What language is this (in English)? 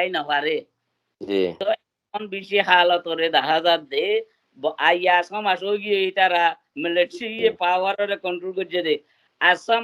Rohingya